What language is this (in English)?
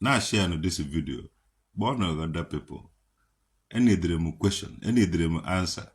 Igbo